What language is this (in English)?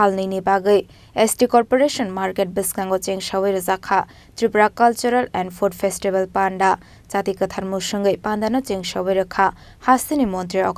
Kok Borok